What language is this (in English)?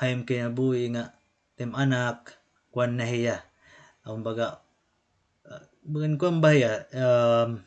Waray